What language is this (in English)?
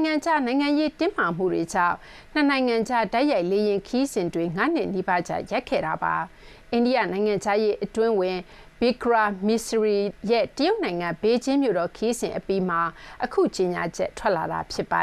Burmese